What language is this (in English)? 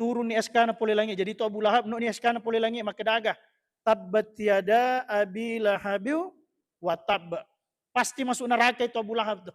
Buginese